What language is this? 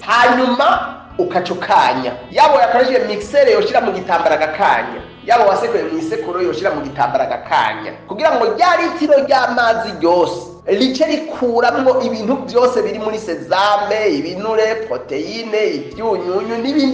Rundi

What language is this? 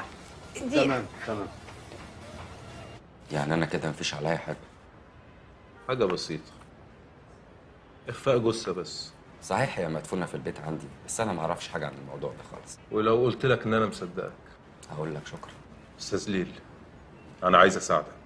Egyptian Arabic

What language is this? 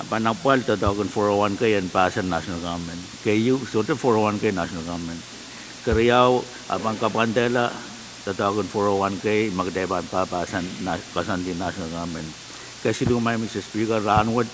Pohnpeian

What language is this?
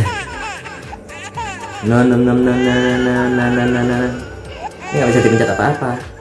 Indonesian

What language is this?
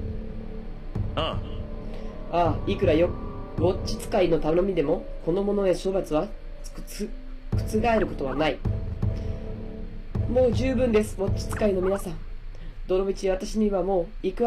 Japanese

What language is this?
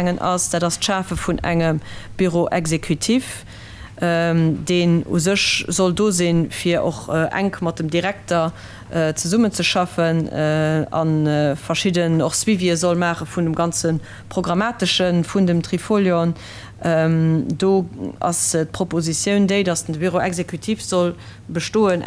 Luxembourgish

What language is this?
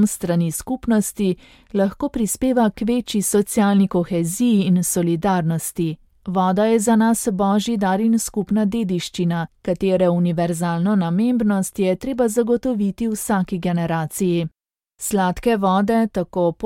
Slovenian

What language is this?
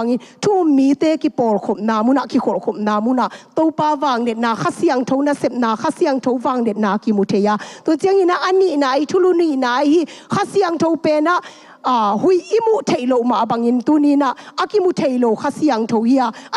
Tedim Chin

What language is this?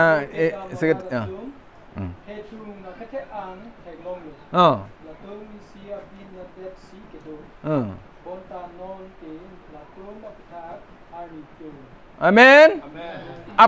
Karbi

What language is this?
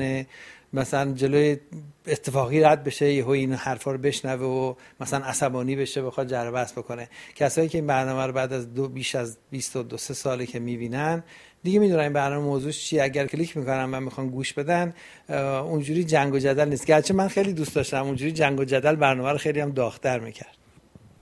Persian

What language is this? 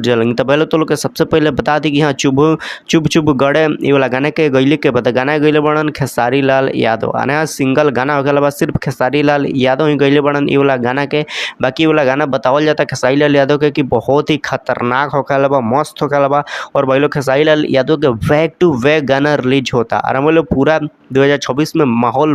Bhojpuri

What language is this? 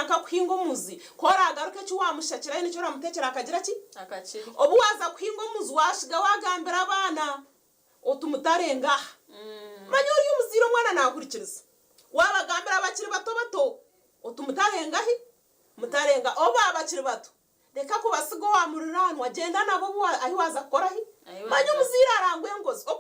Nyankole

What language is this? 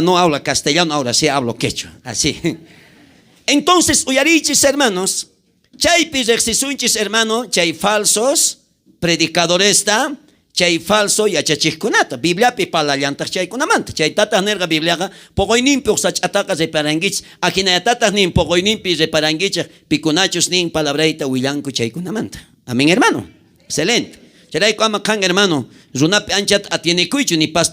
South Bolivian Quechua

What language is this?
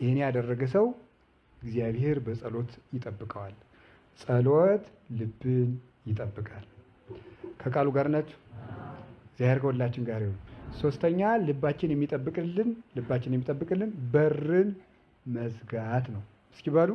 Amharic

